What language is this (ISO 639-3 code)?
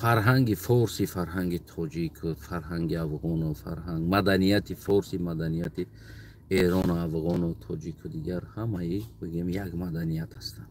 tgk